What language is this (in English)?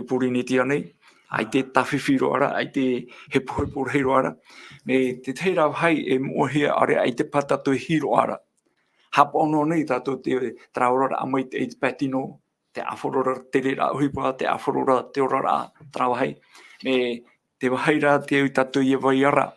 Tahitian